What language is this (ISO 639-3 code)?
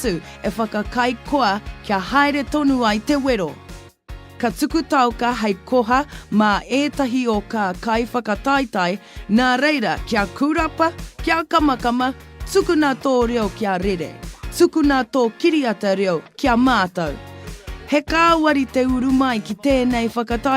mri